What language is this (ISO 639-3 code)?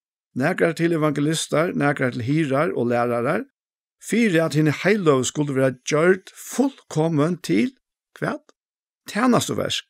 fao